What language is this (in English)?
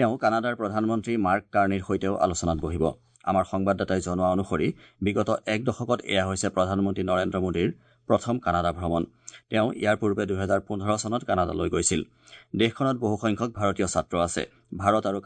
Assamese